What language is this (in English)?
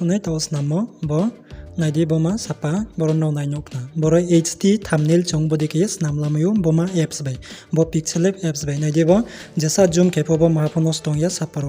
Riang (India)